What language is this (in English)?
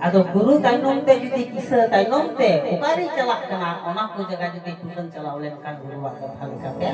Santali